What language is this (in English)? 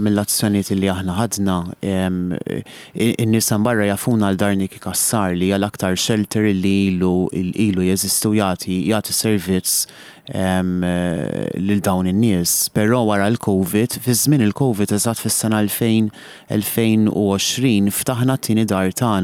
Maltese